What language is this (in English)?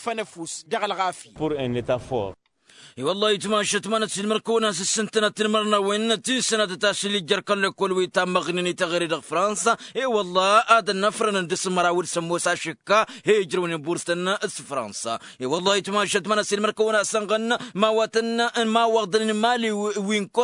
Tamasheq